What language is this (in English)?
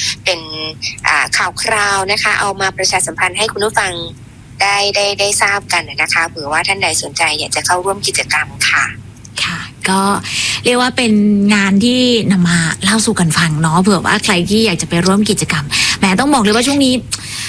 Thai